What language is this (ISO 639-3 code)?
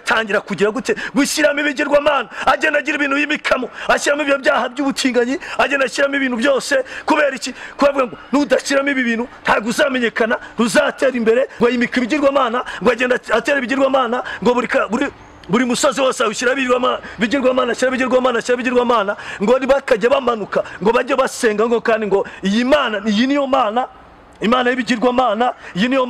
kin